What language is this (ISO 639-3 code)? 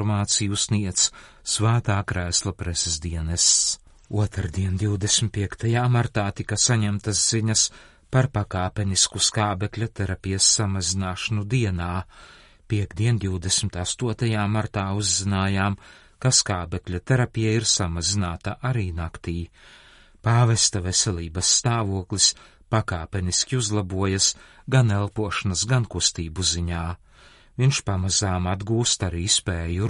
lav